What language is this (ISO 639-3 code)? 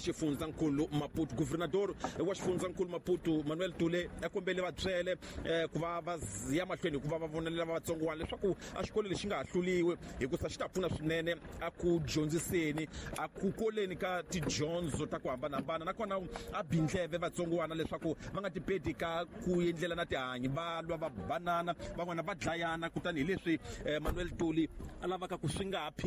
tso